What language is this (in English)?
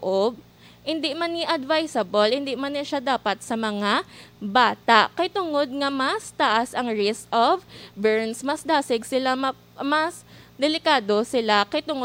Hiligaynon